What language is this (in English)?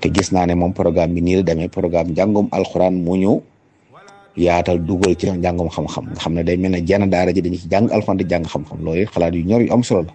Wolof